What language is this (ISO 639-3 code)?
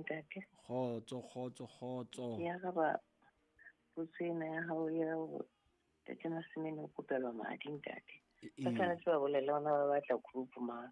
sot